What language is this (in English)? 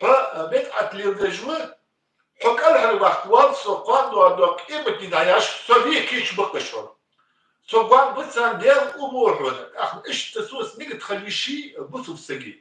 Ingush